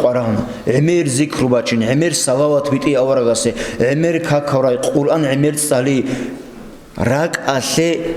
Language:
Avaric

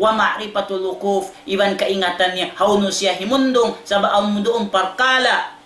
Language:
Tausug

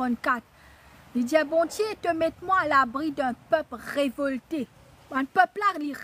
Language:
Morisyen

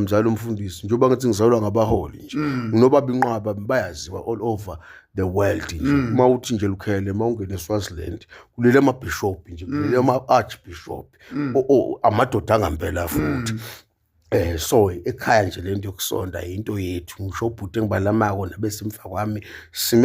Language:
Zulu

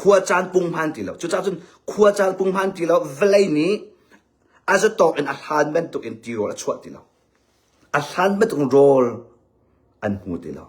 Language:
Hakha Chin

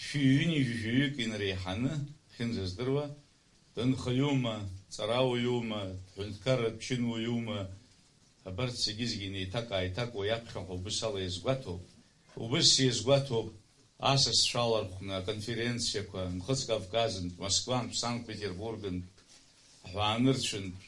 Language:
Abkhazian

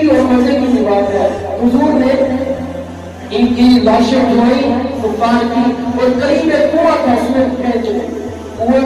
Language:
Urdu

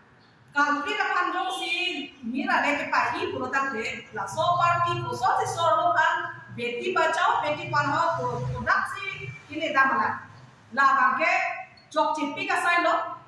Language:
Karbi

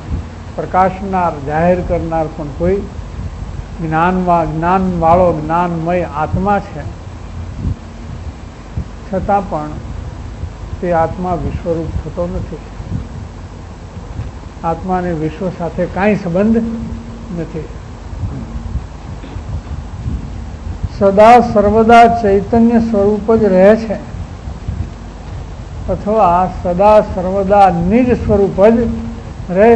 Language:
Gujarati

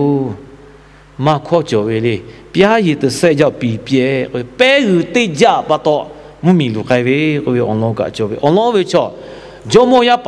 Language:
Lahu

